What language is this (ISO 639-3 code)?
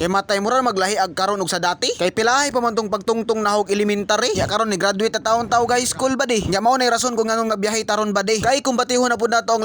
ceb